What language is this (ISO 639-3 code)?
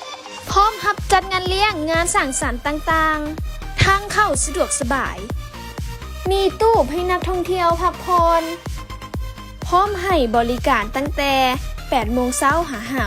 lao